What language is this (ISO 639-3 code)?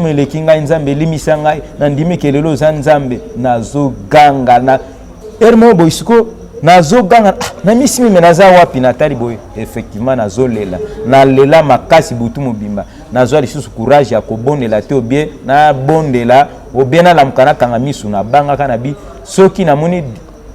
lin